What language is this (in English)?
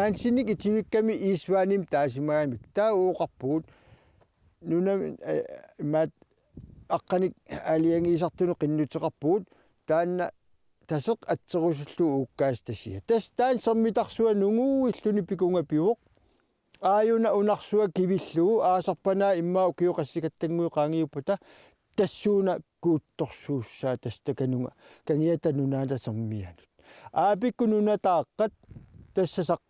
Kalaallisut